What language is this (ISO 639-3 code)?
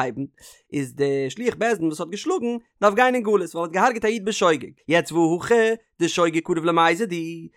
yid